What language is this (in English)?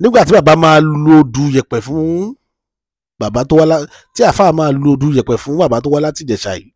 Yoruba